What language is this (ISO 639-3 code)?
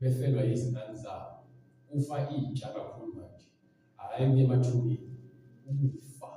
zul